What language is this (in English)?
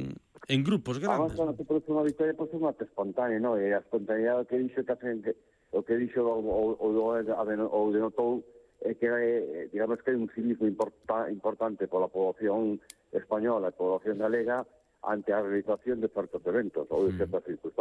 Galician